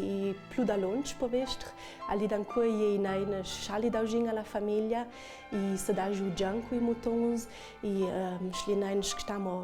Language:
Ladin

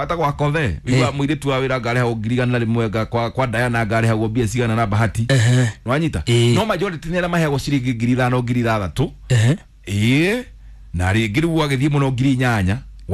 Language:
Kikuyu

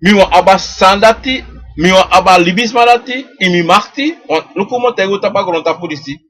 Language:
Sranan Tongo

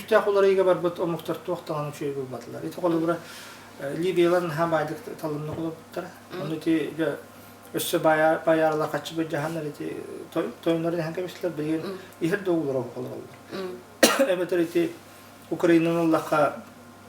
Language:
Yakut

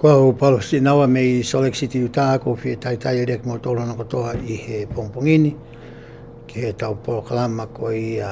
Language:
Tongan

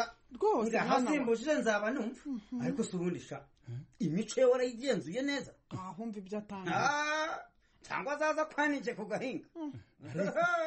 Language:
Kinyarwanda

